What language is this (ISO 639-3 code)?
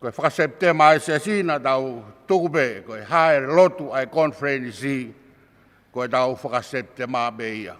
ton